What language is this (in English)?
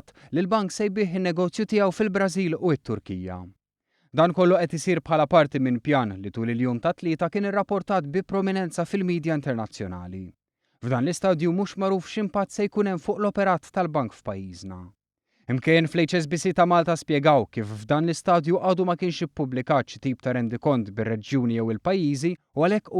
Maltese